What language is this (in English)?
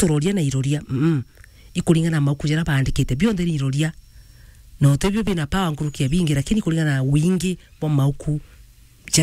Meru